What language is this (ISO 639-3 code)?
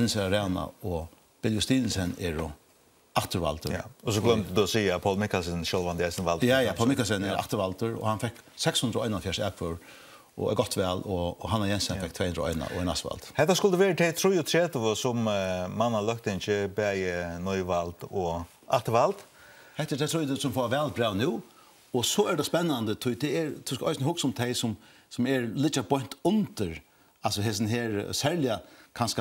fao